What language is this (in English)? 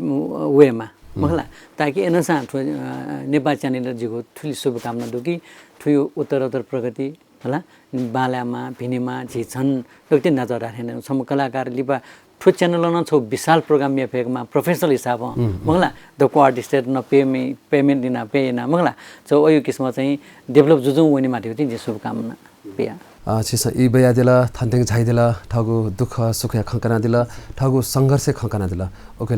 Newari